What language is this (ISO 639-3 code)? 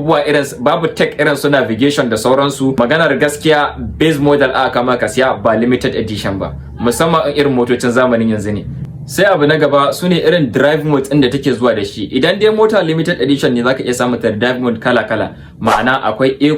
hau